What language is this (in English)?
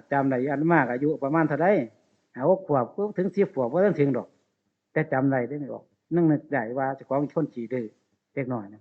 Northeastern Thai